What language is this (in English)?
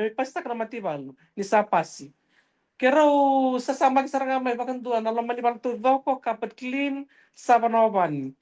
Fijian